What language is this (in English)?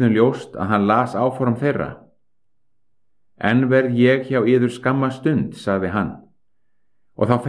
Icelandic